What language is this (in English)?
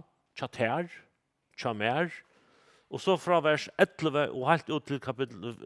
Faroese